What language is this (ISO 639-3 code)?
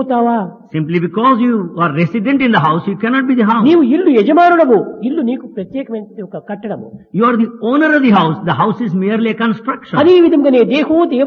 tel